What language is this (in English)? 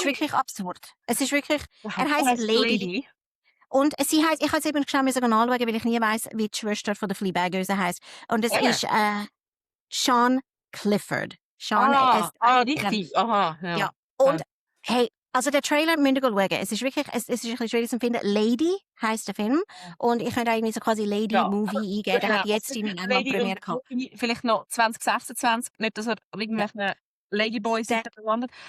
Swiss German